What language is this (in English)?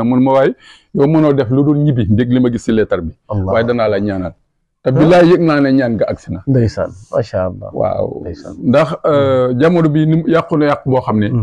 Wolof